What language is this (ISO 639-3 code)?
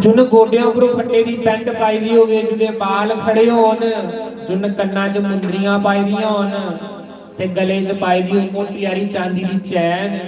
doi